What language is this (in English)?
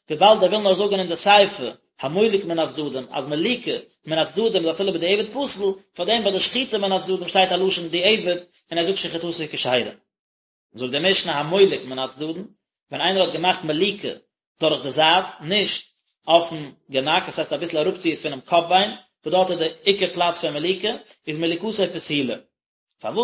Yiddish